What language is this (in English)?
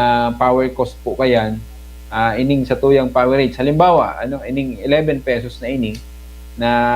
Bikol